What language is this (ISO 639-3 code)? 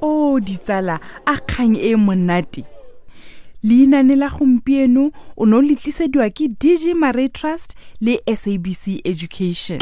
tsn